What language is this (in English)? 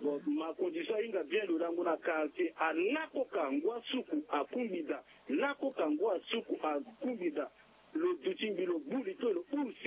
Sango